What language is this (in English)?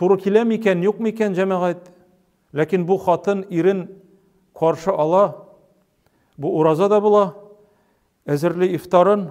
Tatar